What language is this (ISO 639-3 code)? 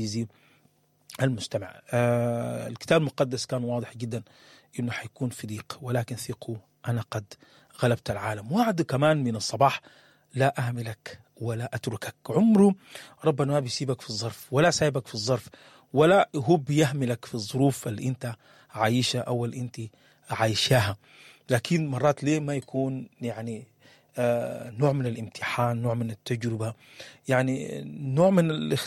apd